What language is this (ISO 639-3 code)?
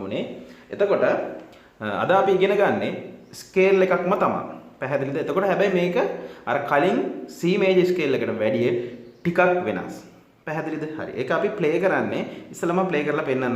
sin